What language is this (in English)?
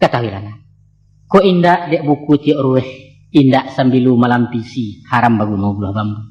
Minangkabau